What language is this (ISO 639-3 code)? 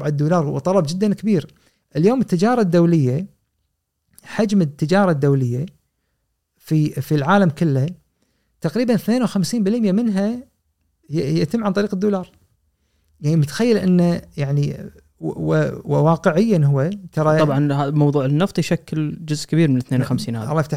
afb